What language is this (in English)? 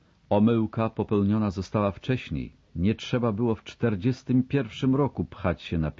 Polish